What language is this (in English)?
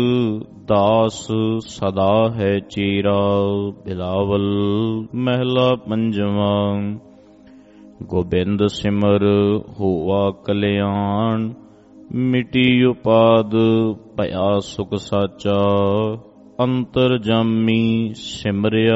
Punjabi